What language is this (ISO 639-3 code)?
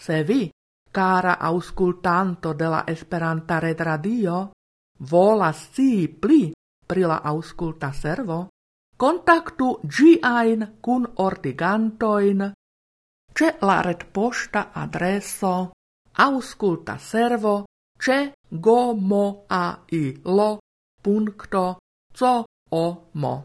epo